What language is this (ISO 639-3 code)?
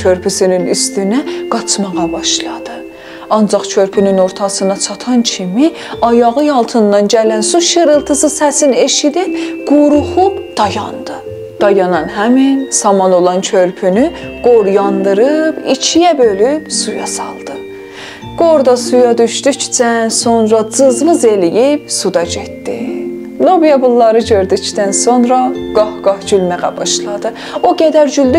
azb